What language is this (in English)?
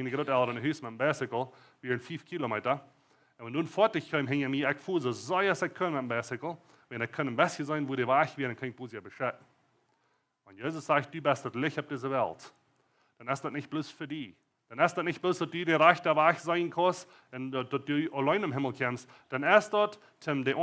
Plautdietsch